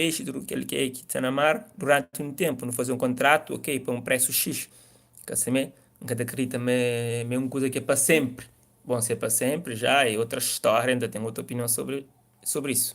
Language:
Kabuverdianu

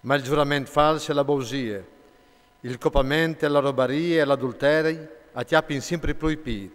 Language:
Friulian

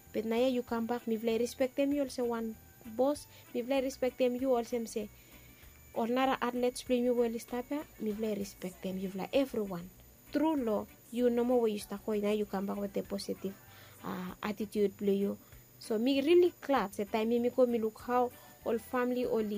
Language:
Bislama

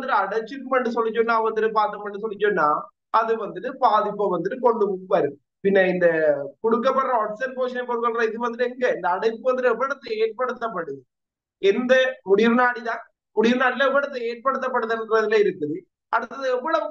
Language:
Tamil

